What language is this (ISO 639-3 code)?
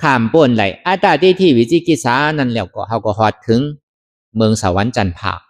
shn